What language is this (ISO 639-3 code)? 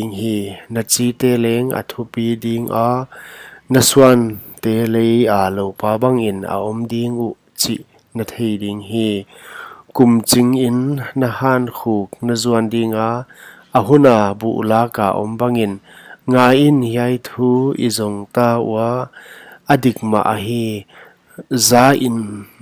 pck